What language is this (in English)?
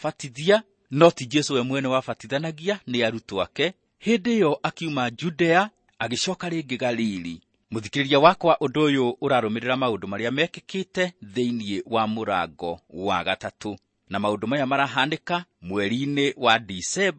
Kikuyu